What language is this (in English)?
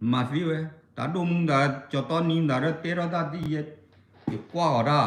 S'gaw Karen